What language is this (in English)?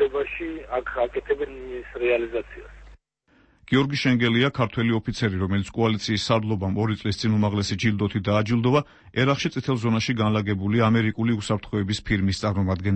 Georgian